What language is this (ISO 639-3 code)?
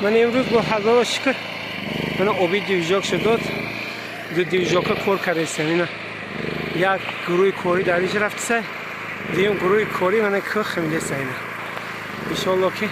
tgk